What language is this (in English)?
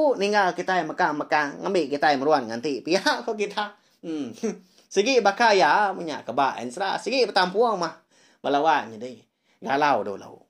Iban